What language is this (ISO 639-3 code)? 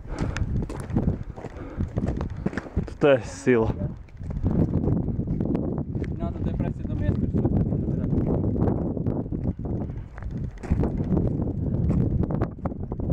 slk